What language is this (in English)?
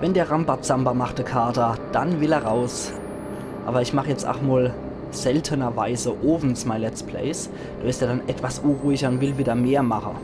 Palatine German